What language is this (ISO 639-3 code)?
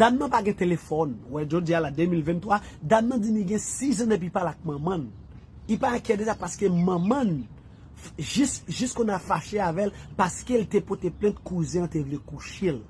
hat